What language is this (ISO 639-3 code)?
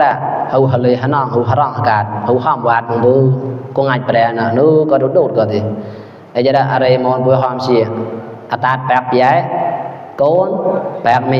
mnw